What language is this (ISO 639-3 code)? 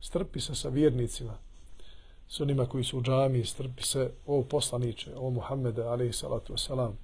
bos